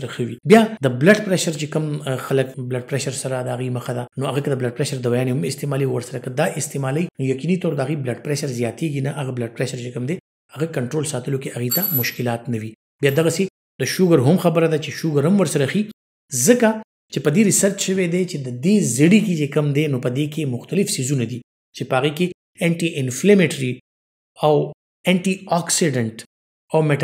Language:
Pashto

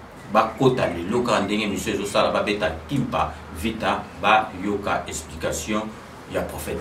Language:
Lingala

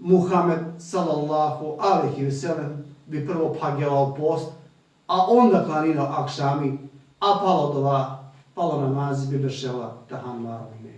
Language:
Balkan Romani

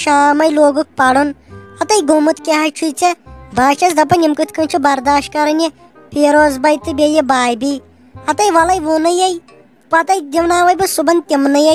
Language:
Kashmiri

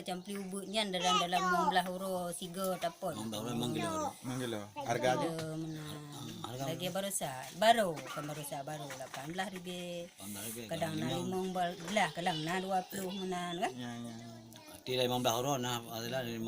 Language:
Achinese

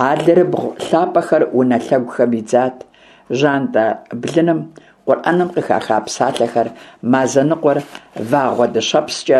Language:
Kabardian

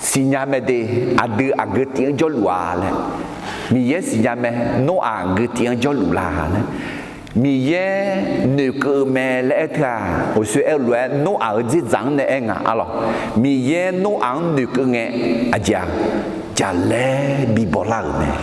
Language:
Akha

